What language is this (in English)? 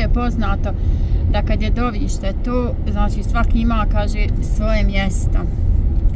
Bosnian